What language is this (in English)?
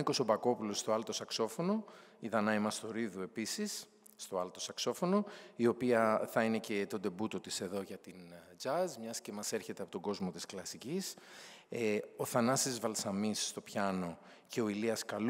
Greek